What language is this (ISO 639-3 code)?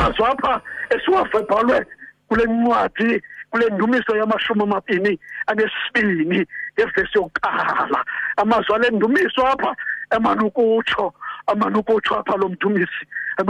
xho